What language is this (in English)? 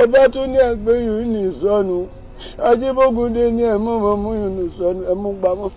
Yoruba